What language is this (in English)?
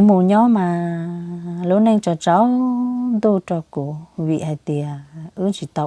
Hmong